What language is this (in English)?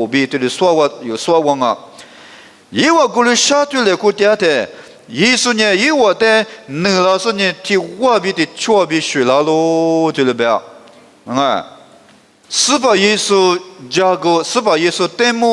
Lisu